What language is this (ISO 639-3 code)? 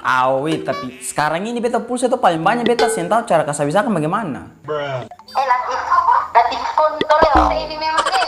abs